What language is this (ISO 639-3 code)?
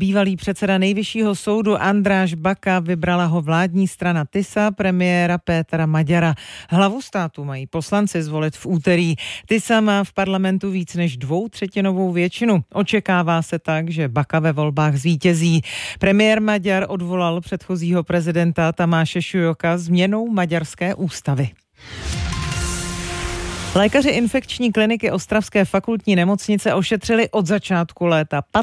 ces